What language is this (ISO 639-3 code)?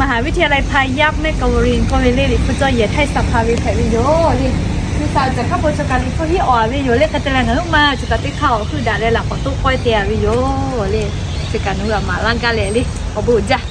lhu